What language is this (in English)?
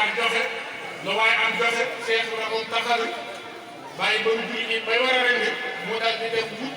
Wolof